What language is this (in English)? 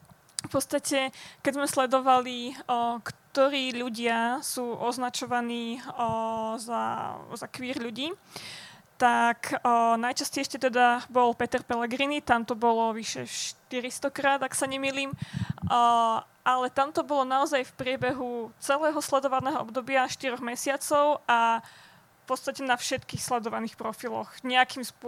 Slovak